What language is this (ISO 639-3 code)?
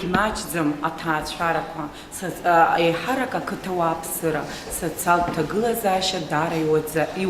abk